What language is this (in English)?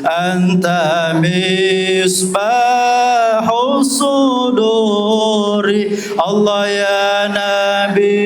Buginese